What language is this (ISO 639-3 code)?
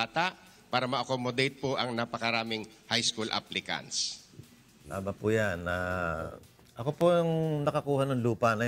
fil